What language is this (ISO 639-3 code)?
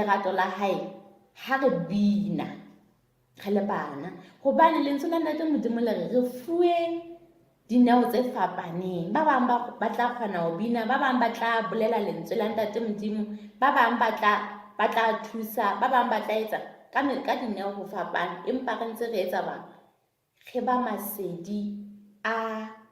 sot